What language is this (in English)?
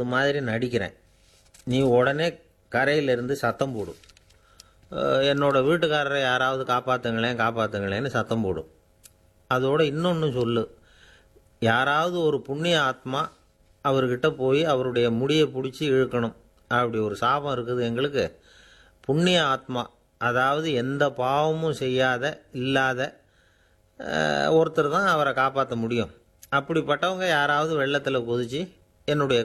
Tamil